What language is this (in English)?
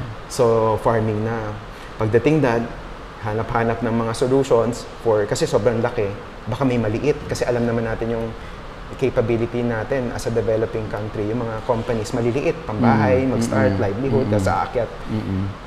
Filipino